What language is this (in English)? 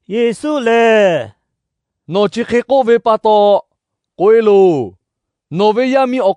Lahu